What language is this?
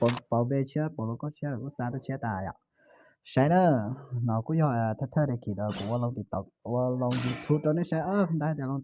Hmong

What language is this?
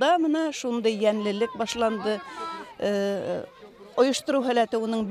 Bashkir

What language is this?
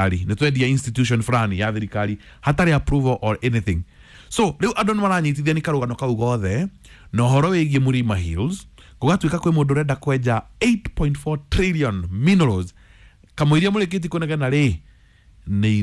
Kikuyu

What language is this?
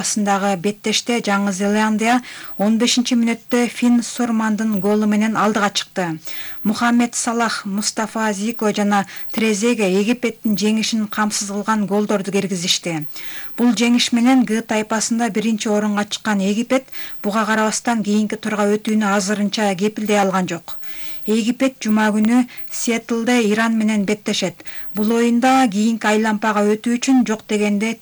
Kyrgyz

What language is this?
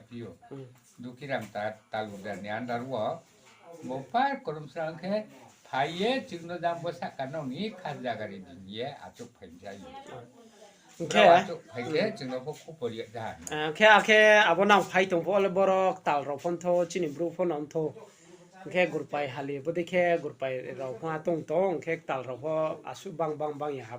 Riang (India)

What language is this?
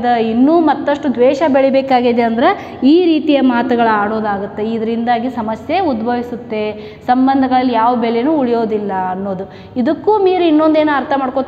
Kannada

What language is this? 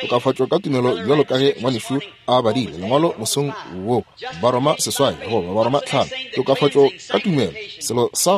Northern Sotho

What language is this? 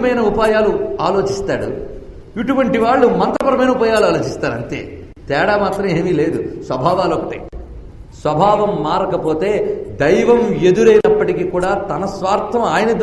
Telugu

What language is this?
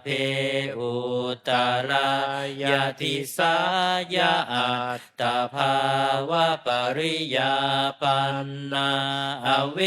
Pali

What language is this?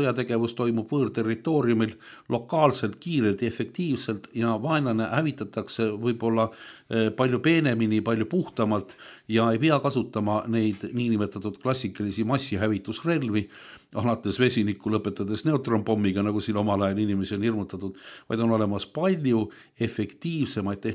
Estonian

